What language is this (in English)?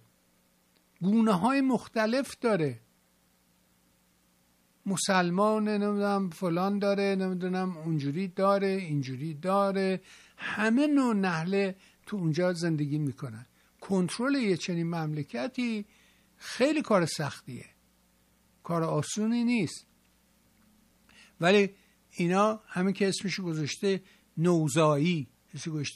Persian